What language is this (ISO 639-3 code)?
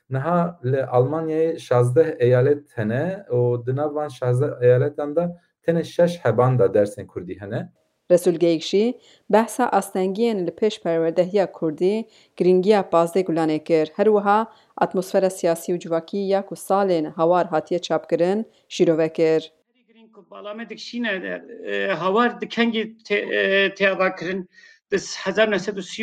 kur